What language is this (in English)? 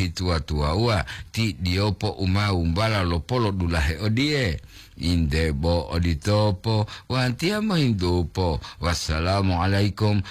Gorontalo